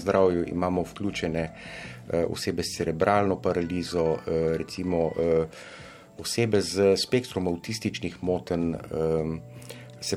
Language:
Slovenian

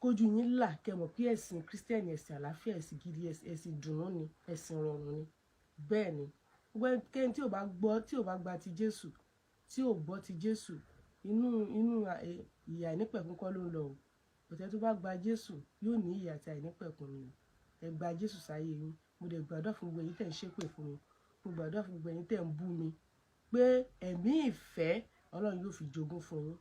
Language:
Yoruba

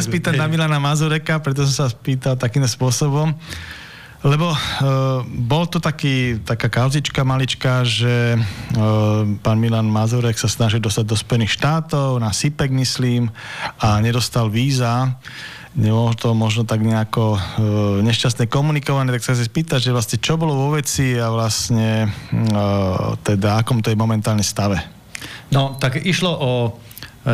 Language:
Slovak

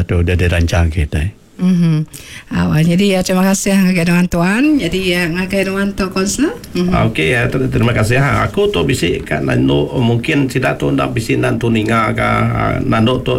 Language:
Iban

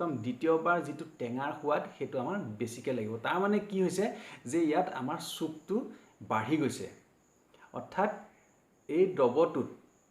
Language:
Assamese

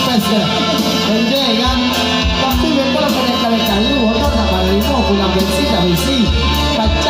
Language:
Minangkabau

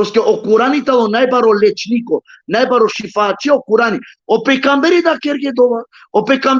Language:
Balkan Romani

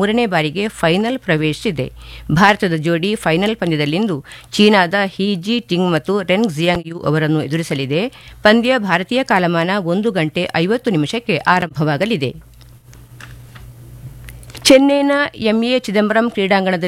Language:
Kannada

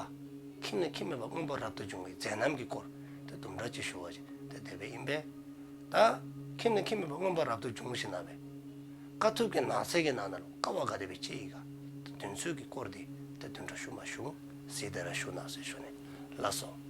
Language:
Dzongkha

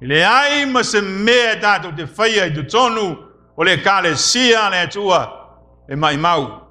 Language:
Samoan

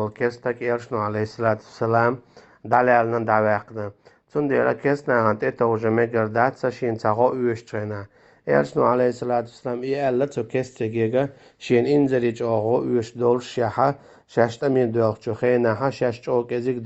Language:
Chechen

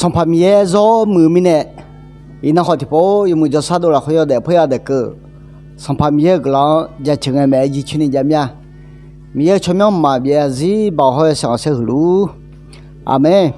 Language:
Akha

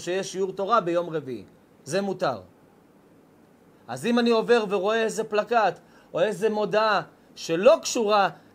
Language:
Hebrew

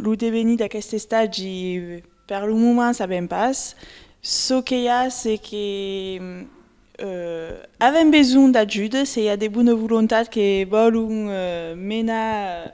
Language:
Occitan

